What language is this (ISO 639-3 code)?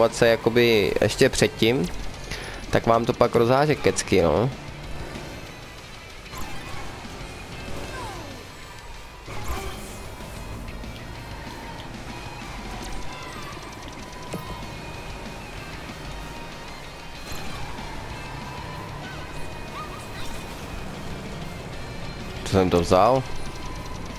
ces